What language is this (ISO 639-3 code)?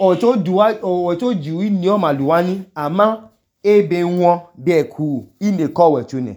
idu